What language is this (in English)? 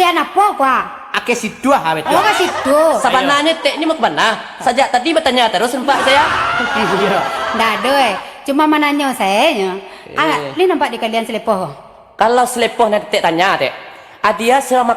Minangkabau